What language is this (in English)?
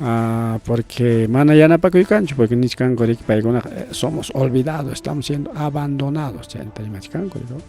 Ayacucho Quechua